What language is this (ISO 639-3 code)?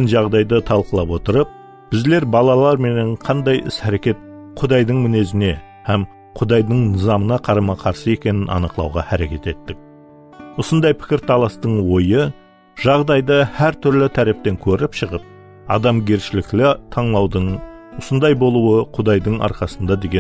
kaa